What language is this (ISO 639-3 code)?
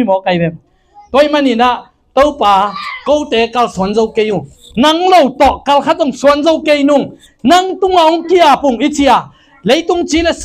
ctd